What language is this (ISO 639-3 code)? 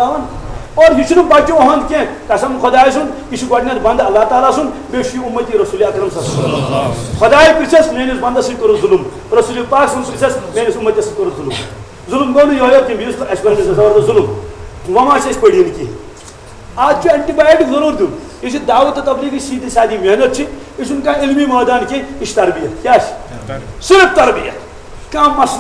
kas